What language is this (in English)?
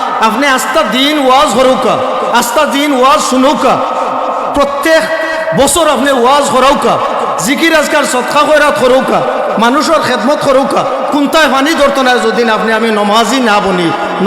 Sylheti